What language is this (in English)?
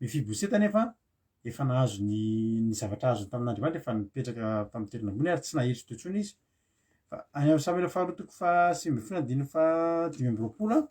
Malagasy